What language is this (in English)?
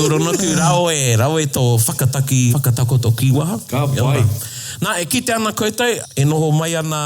Māori